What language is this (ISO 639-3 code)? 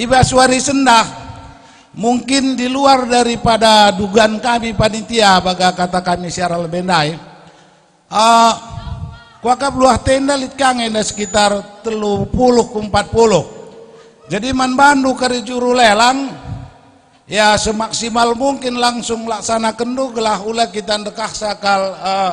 btx